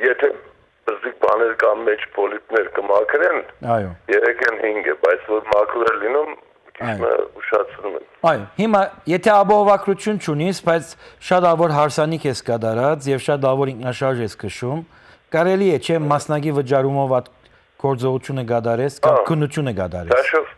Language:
Western Armenian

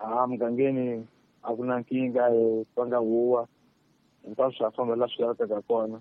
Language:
Tsonga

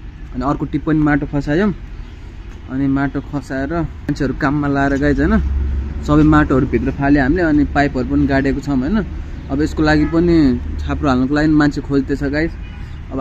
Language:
Nepali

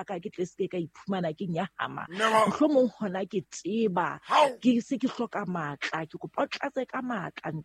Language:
Southern Sotho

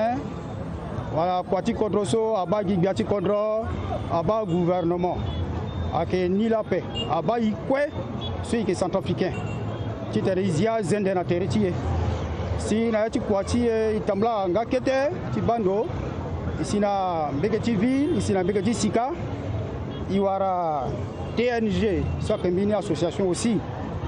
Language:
Sango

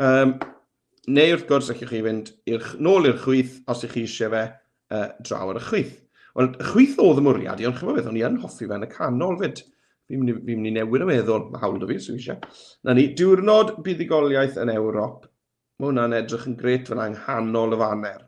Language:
Welsh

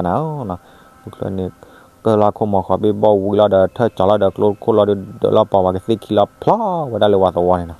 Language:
S'gaw Karen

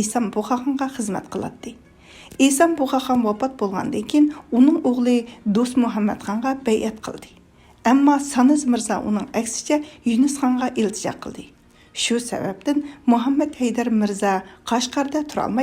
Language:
Uyghur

